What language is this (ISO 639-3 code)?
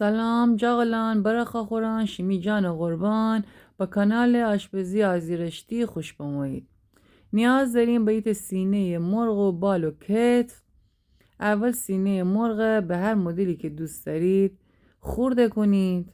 glk